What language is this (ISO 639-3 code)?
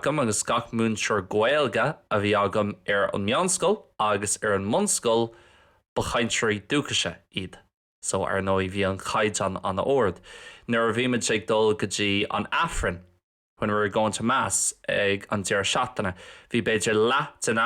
gle